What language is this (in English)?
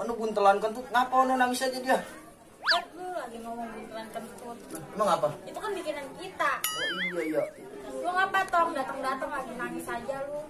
Betawi